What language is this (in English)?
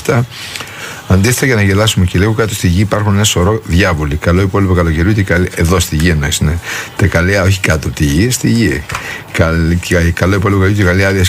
Greek